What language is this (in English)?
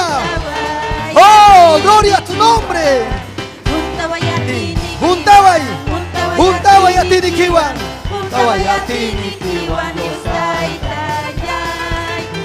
Ayacucho Quechua